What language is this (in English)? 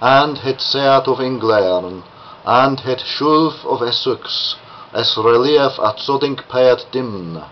Latin